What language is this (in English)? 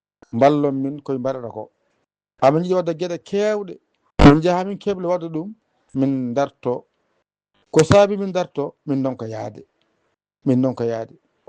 Fula